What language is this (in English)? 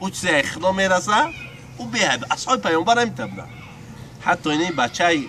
Tajik